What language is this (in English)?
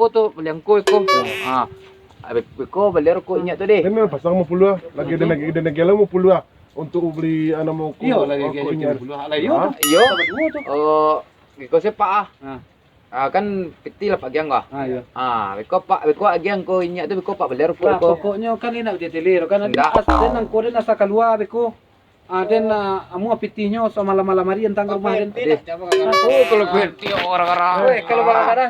Minangkabau